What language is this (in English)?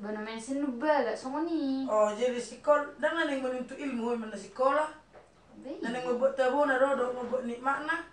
Batak Toba